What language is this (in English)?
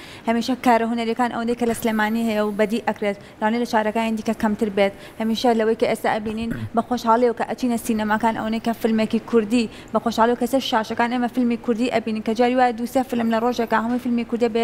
Central Kurdish